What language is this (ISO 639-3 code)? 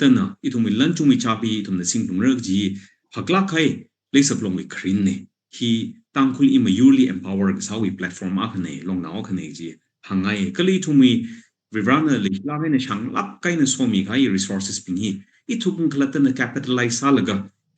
nmf